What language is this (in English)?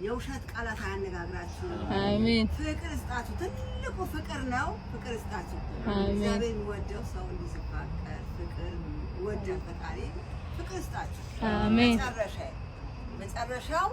Amharic